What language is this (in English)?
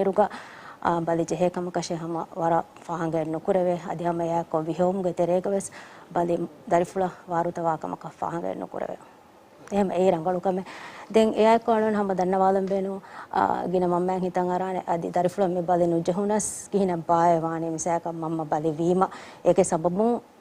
Divehi